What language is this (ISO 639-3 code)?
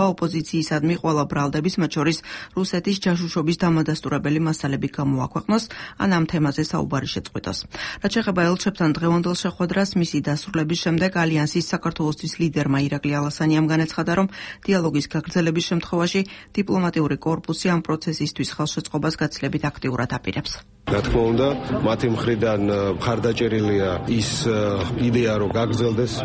kat